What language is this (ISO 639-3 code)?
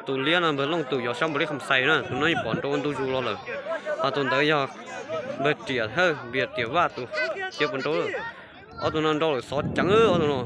hmn